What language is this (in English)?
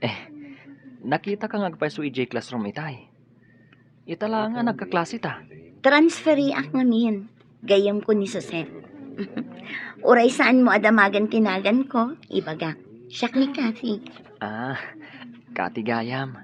Iloko